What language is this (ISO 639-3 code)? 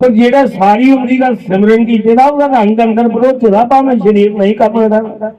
doi